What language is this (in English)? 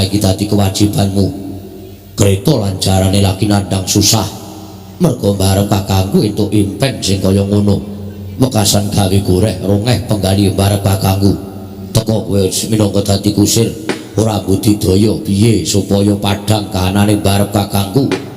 Javanese